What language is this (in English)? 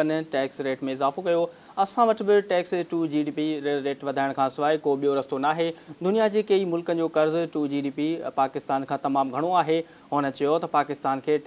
Sindhi